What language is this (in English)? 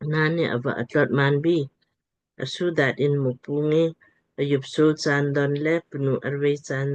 Lamkang